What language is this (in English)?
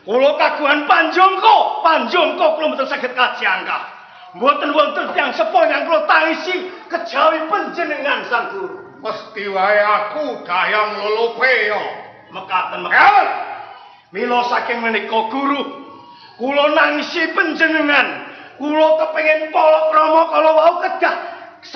Javanese